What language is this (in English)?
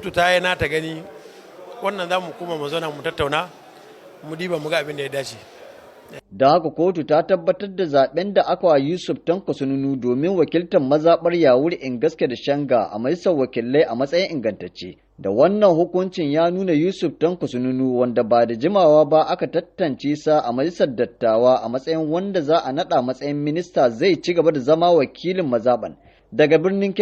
Hausa